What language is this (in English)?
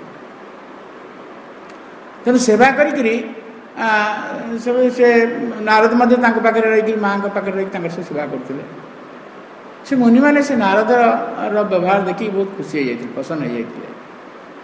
Odia